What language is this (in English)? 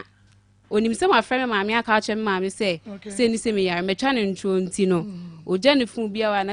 Akan